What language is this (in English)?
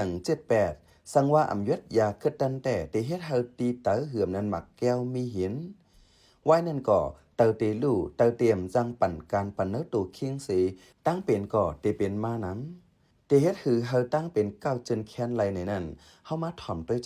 Shan